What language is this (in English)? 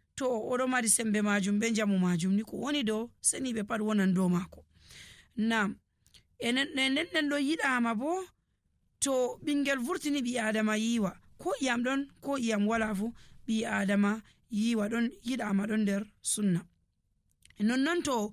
Nigerian Fulfulde